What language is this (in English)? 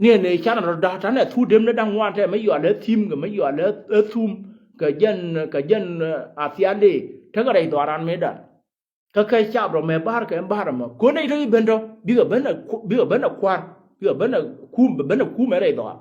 Nuer